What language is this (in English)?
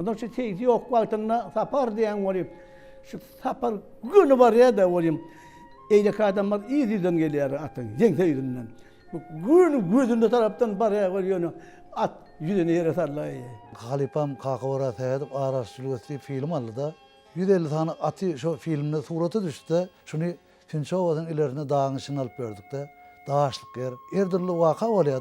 Turkmen